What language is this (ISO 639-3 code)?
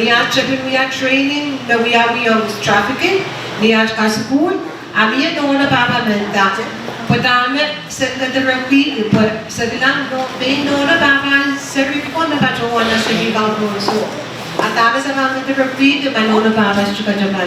pon